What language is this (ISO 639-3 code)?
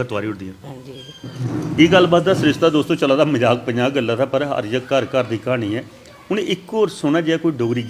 doi